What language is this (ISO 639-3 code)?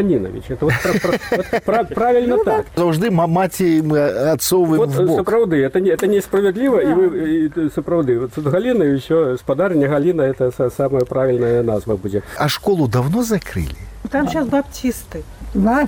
bel